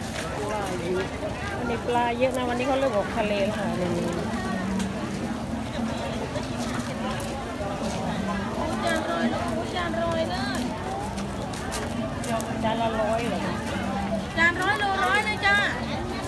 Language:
Thai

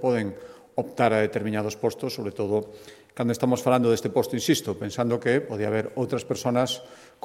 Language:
Galician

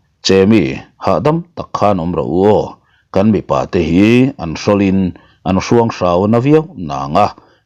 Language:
Mizo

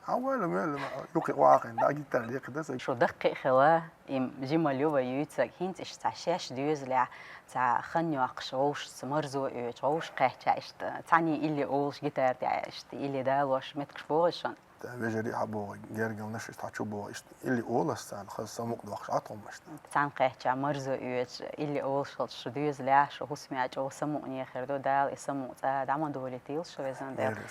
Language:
Chechen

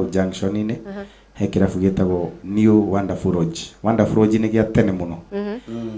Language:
Kikuyu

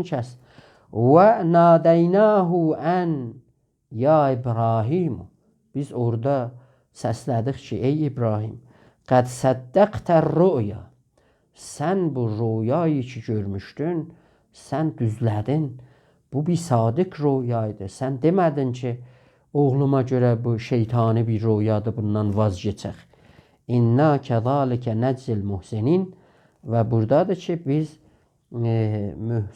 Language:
South Azerbaijani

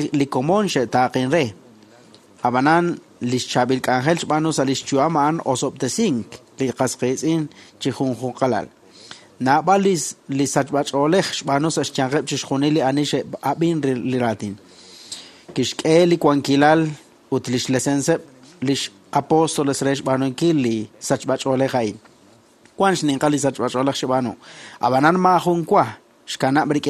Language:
Kekchí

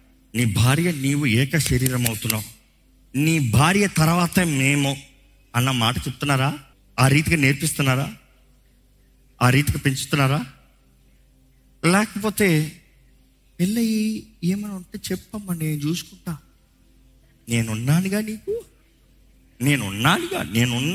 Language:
Telugu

